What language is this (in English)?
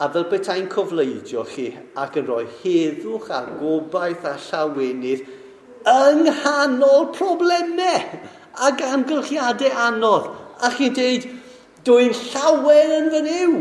Welsh